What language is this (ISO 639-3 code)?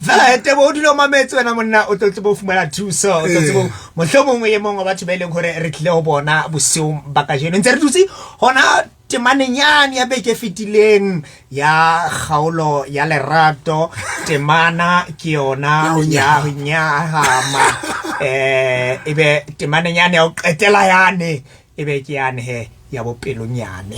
sot